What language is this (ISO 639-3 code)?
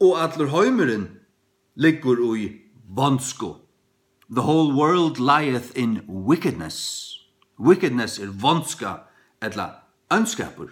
fao